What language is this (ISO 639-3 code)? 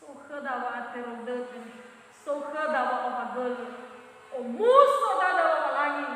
nia